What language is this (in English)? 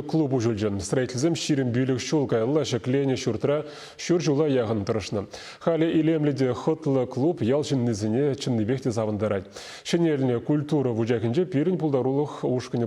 Chuvash